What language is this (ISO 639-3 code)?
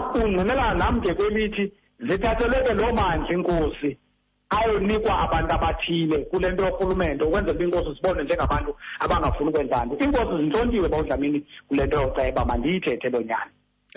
xho